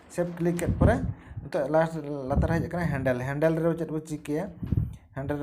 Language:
Santali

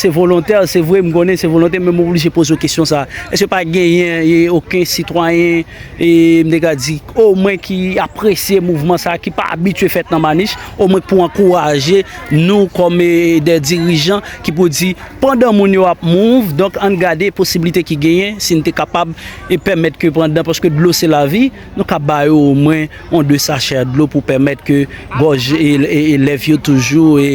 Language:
Haitian Creole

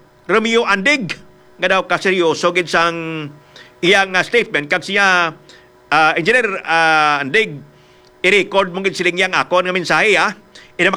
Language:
Hiligaynon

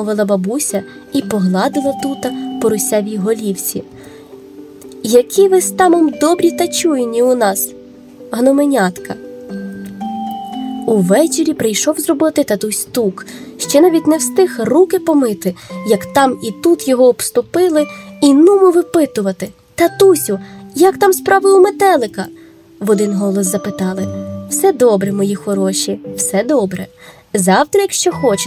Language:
Ukrainian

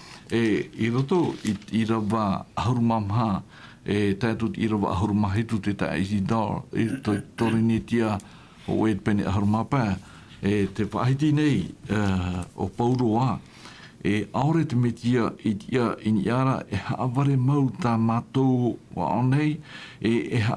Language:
Tahitian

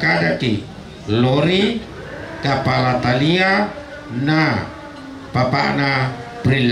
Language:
Toraja-Sa'dan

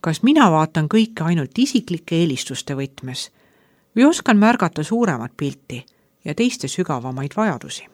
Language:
Estonian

